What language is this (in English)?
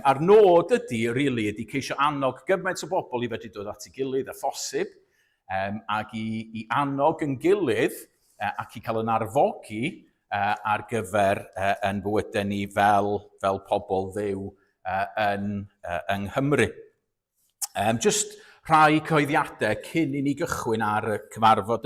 Welsh